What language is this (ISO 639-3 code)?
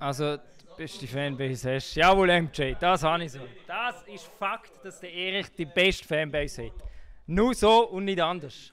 gsw